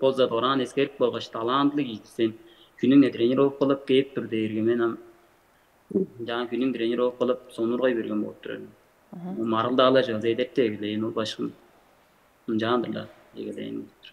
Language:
Tuvinian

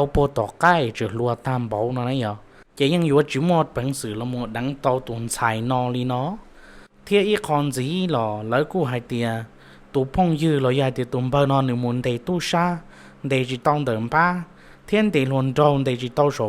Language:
Hmong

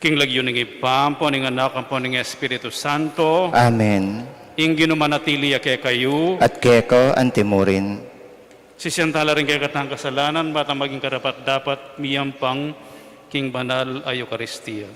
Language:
Pampanga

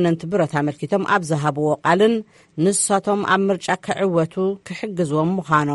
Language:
Tigrinya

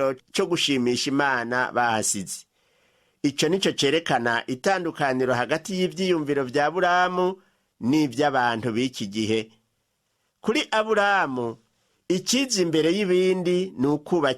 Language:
Rundi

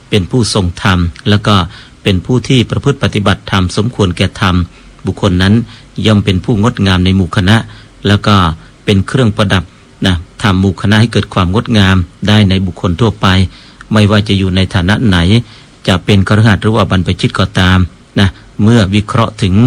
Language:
Thai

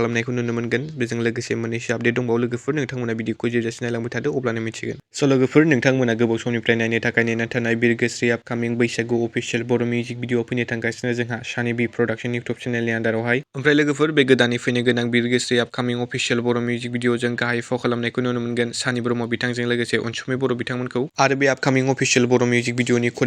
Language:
Bodo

